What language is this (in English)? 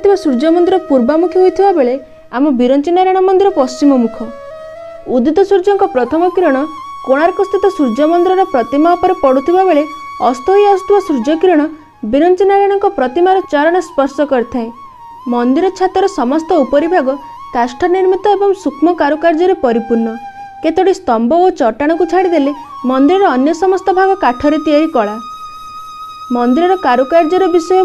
Odia